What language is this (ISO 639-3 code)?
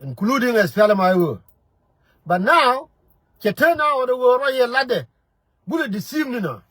nus